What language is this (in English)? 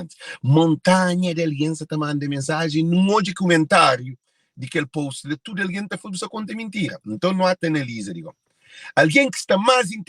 Kabuverdianu